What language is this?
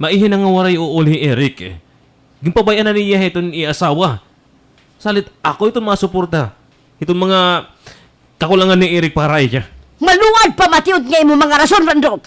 Waray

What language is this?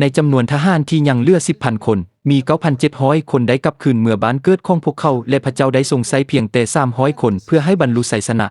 Lao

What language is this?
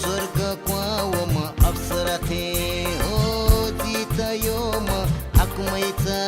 Newari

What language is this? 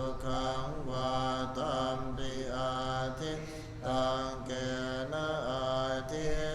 Pali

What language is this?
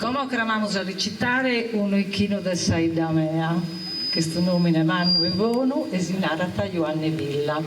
Sardinian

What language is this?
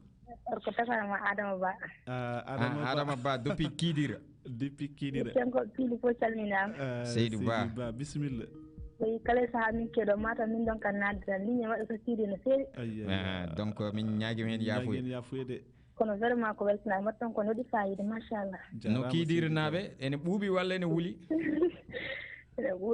Fula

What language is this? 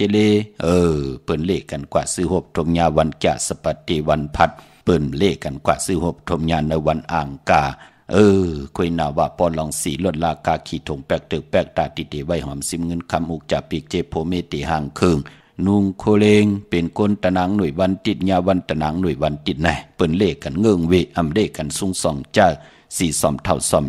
Shan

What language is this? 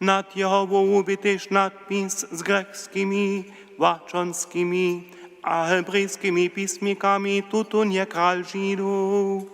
Upper Sorbian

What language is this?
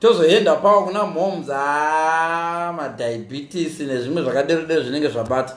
Shona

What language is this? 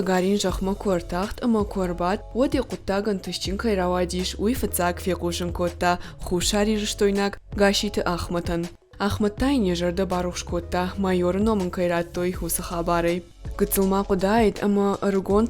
Ossetic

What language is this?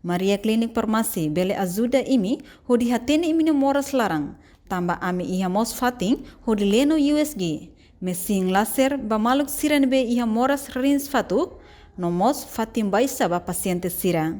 Tetum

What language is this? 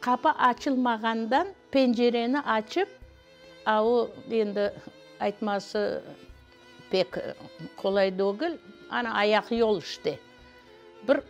Crimean Tatar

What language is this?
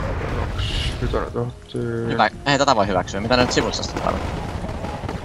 Finnish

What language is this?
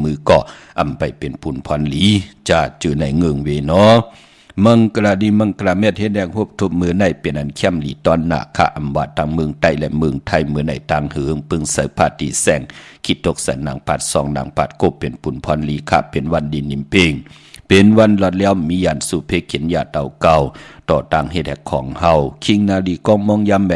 Shan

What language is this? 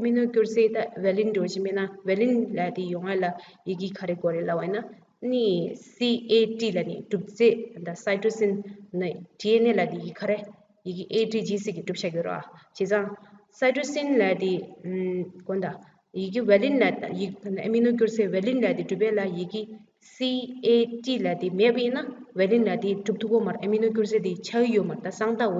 Tibetan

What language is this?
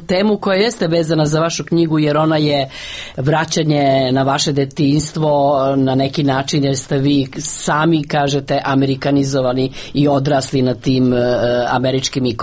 Serbian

